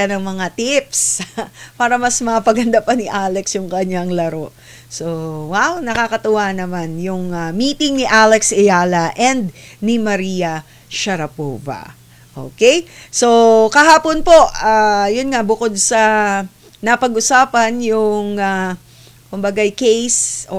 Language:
Filipino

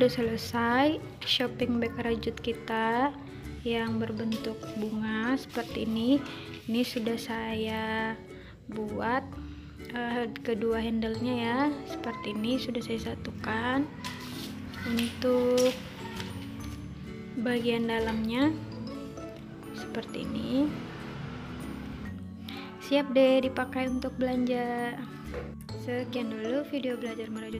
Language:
Indonesian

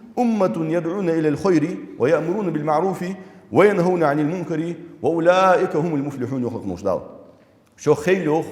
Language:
Ingush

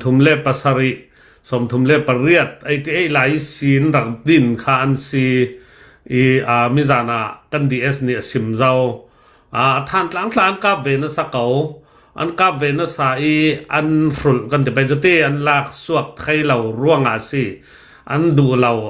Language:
Hakha Chin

